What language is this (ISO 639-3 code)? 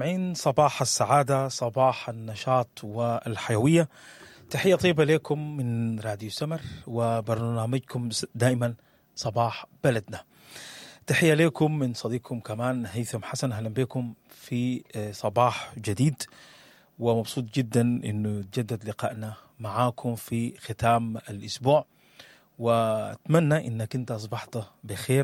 apd